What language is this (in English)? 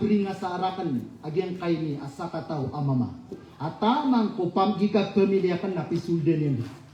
Maranao